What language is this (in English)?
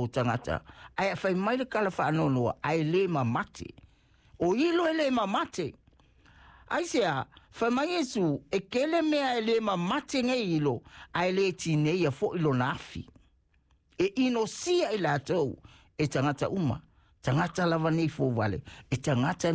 Samoan